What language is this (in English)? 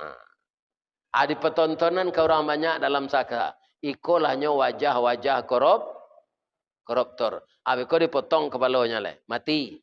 Minangkabau